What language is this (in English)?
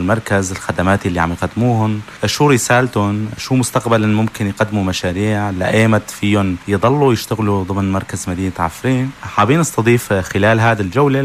North Levantine Arabic